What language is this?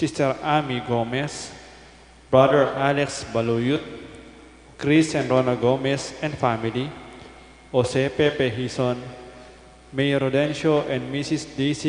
Pampanga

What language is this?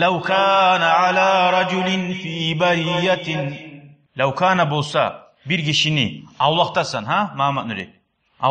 Kumyk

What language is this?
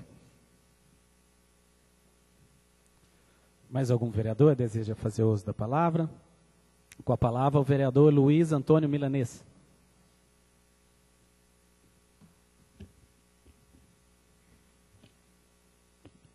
Portuguese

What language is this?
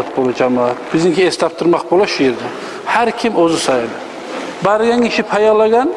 Kumyk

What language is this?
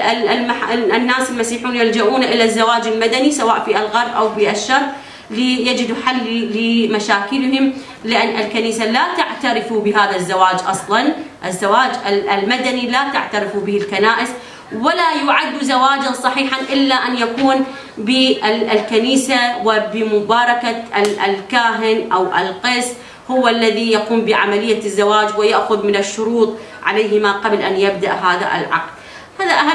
Arabic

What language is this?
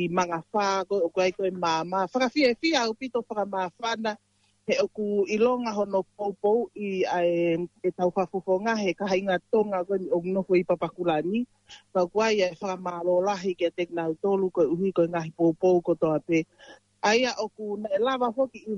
Tongan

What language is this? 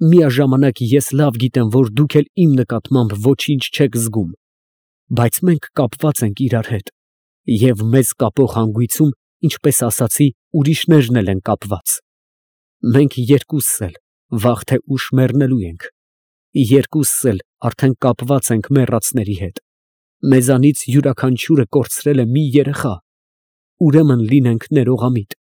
Armenian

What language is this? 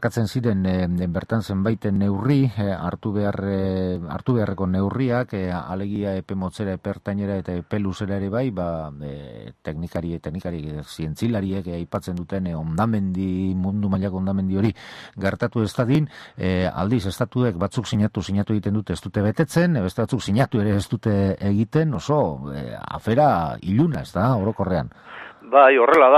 Basque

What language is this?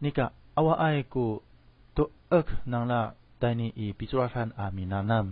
Amis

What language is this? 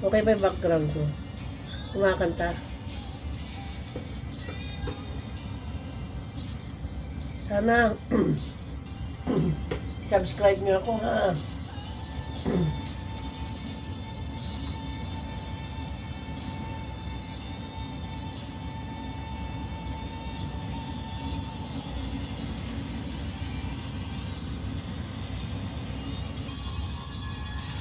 Filipino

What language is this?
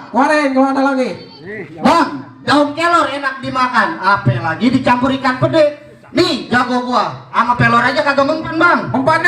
Betawi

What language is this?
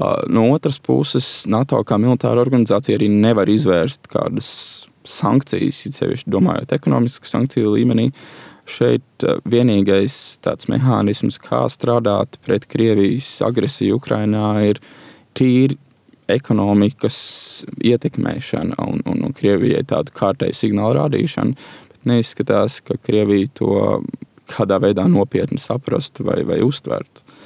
Latvian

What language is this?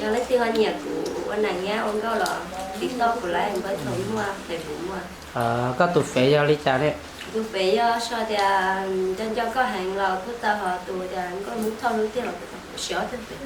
Hmong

